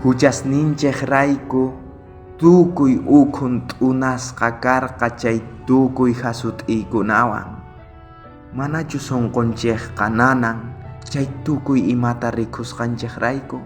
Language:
South Bolivian Quechua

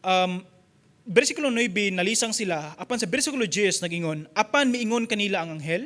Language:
Cebuano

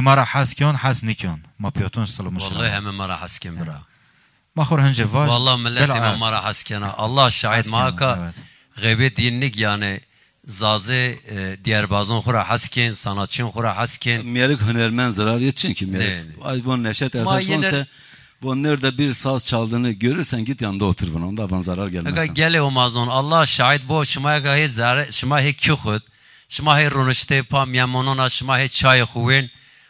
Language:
Zaza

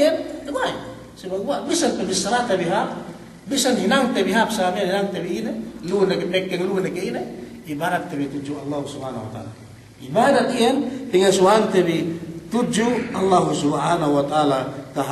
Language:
Yakan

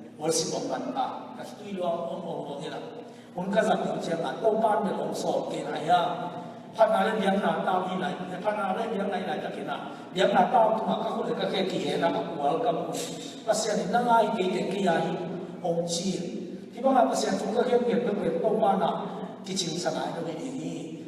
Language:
Tedim Chin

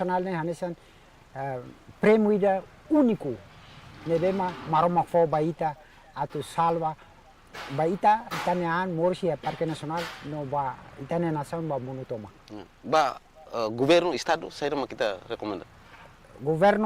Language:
Tetum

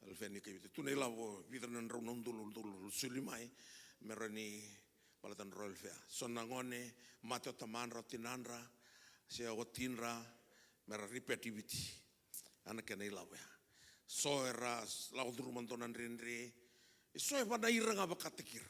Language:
Fijian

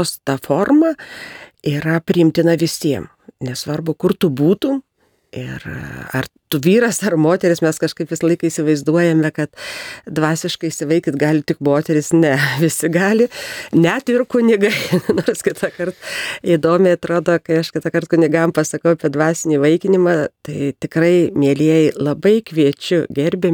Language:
Lithuanian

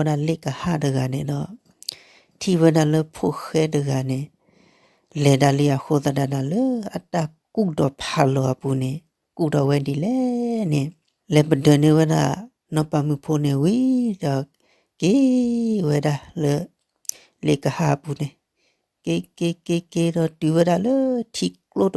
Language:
S'gaw Karen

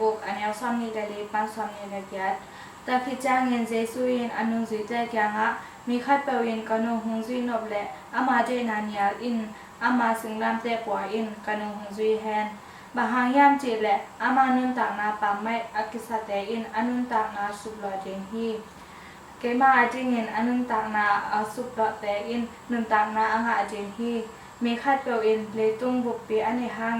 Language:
Tedim Chin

